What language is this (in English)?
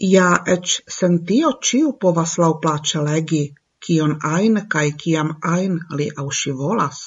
Esperanto